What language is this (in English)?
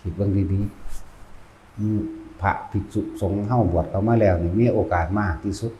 Northeastern Thai